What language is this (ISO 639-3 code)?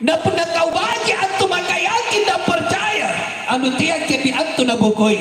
mak